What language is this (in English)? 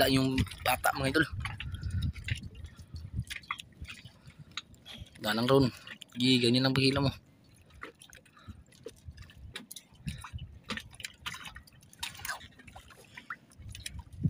Filipino